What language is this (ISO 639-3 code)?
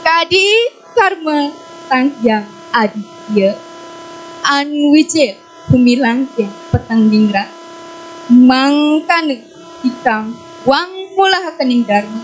ban